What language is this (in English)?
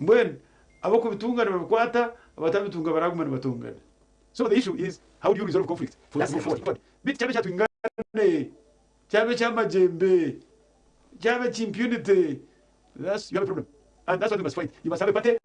Nyankole